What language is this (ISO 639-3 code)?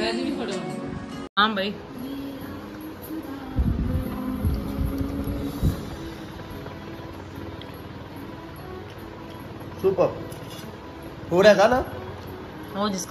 pan